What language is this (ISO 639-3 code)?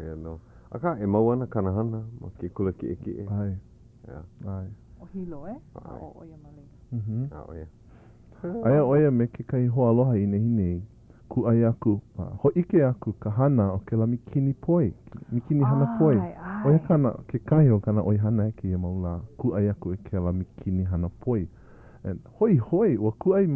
haw